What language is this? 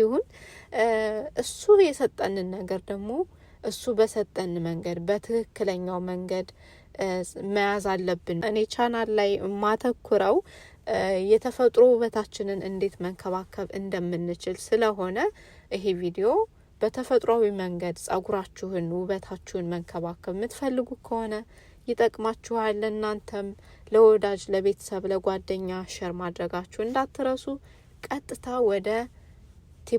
Amharic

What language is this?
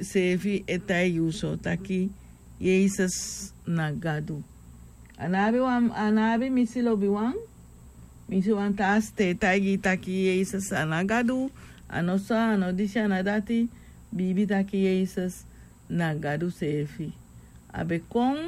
Sranan Tongo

